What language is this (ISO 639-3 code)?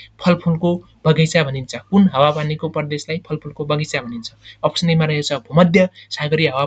nep